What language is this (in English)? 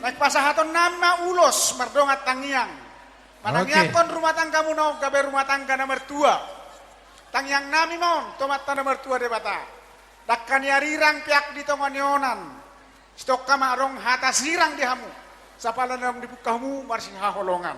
Batak Toba